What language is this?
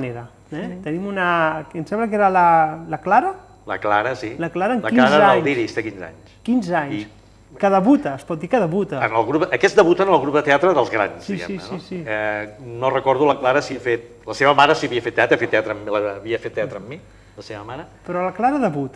Catalan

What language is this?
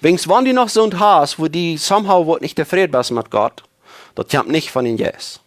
Plautdietsch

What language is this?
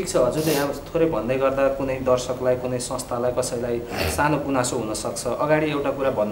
Nepali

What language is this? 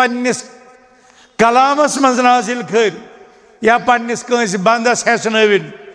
Kashmiri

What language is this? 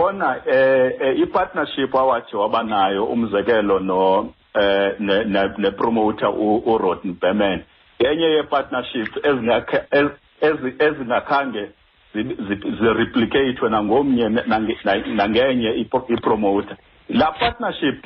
Xhosa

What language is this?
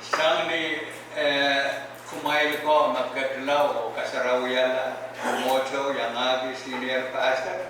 Pohnpeian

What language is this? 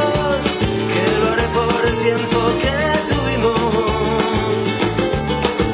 Spanish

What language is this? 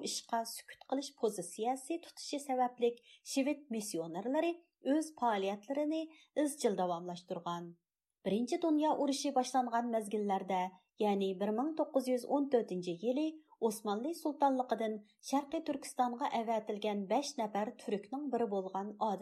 Uyghur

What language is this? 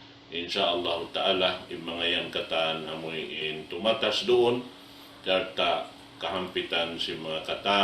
Tausug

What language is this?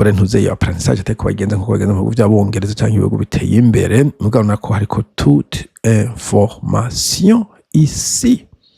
Rundi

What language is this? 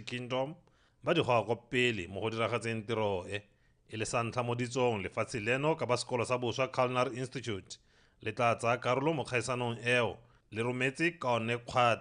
Tswana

